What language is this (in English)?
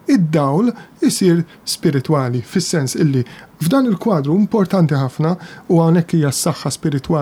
Maltese